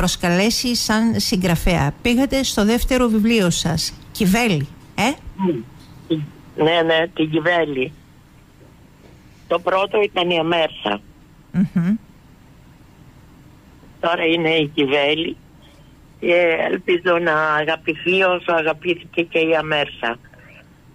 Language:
Greek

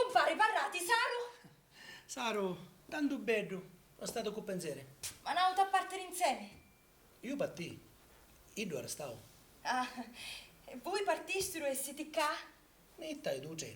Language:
Sicilian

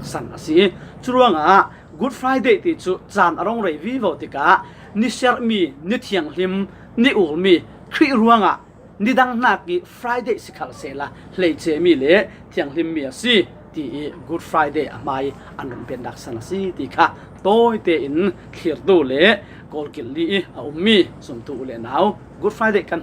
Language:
Falam Chin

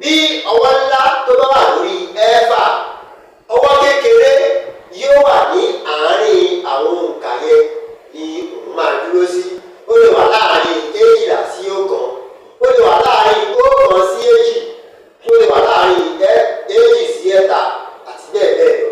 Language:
Yoruba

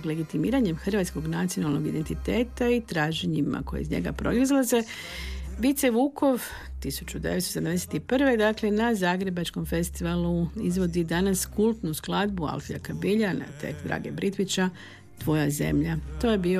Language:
Croatian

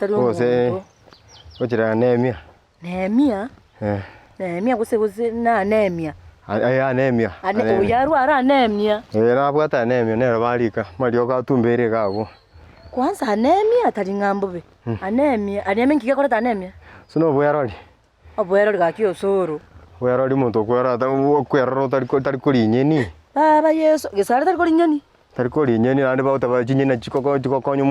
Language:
Gusii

